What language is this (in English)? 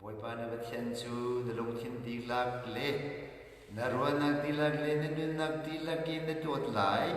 Hakha Chin